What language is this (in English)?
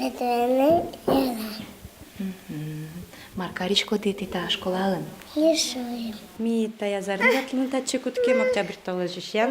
Udmurt